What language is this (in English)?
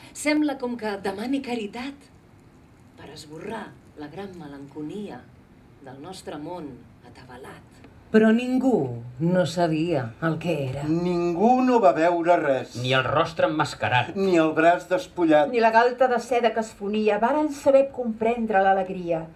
Catalan